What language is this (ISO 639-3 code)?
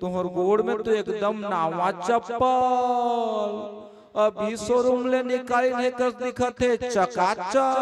hne